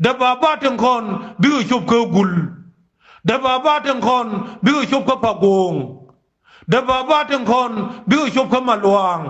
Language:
Nuer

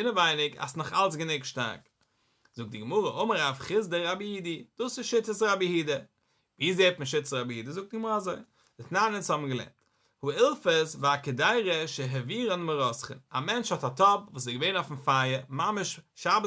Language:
Yiddish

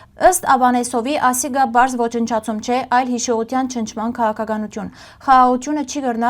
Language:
Western Armenian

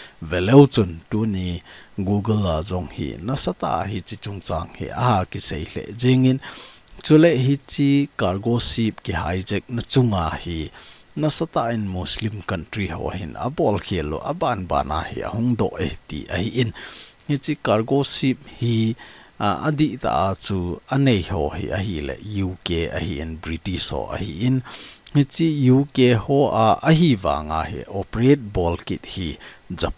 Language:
Thado Chin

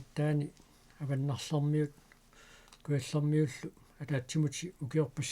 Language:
Kalaallisut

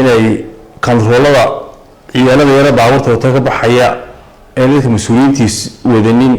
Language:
Somali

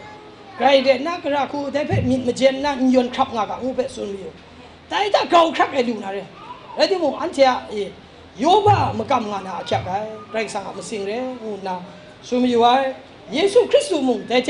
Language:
Kachin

